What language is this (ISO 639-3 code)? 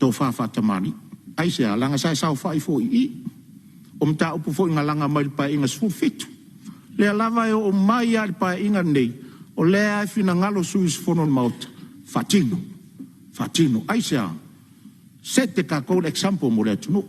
smo